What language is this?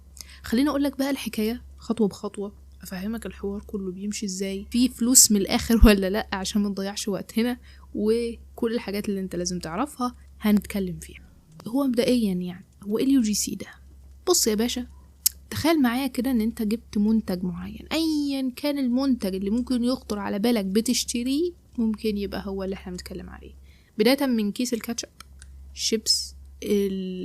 Egyptian Arabic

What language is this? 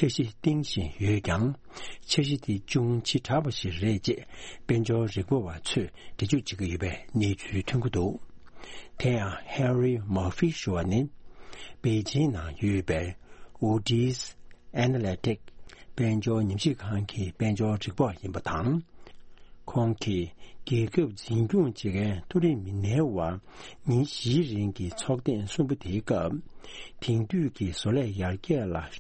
Tibetan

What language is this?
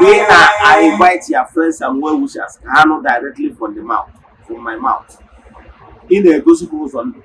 Igbo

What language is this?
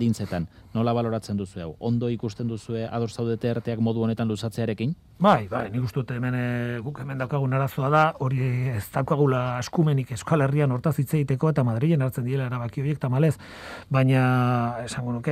Basque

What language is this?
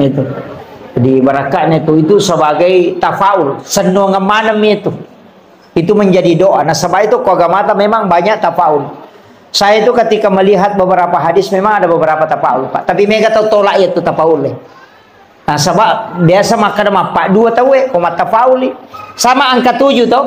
Buginese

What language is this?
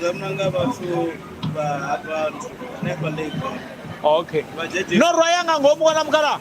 Venda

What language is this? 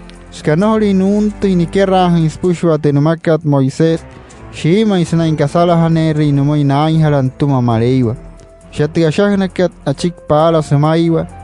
Wayuu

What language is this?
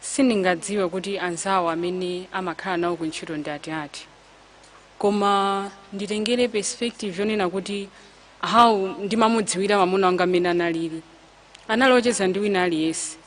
Nyanja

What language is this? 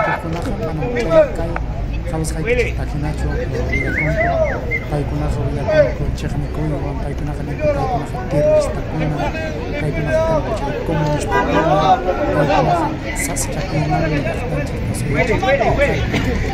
Ayacucho Quechua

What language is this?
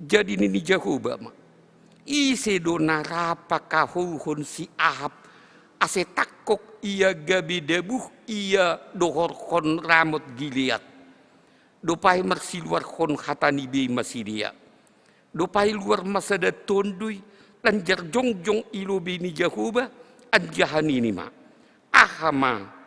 Batak Simalungun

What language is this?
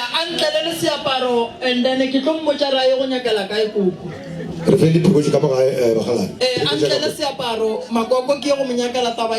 Northern Sotho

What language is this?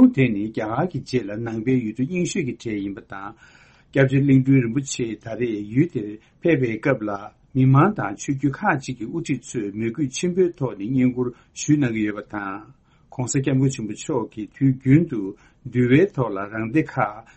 Tibetan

